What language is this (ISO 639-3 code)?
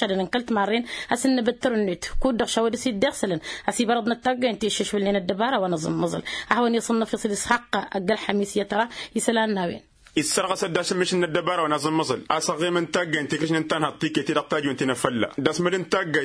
taq